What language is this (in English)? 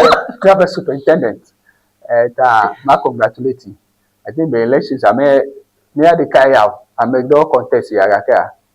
Ewe